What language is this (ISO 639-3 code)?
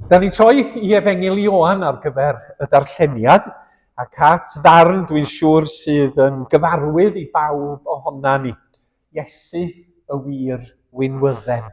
cym